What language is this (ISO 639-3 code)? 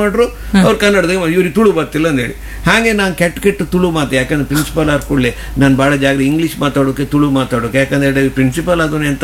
kan